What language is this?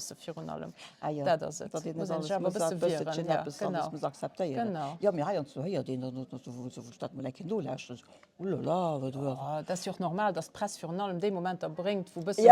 Luxembourgish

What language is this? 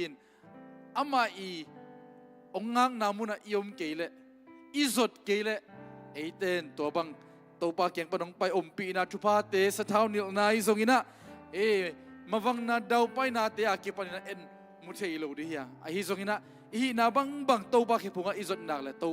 Tedim Chin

